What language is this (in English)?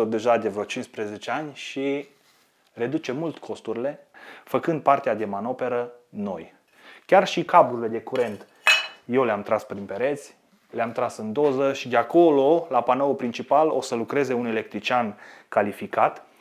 Romanian